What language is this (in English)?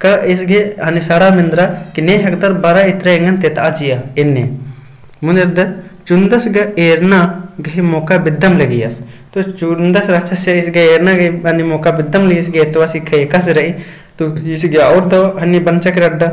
Kurukh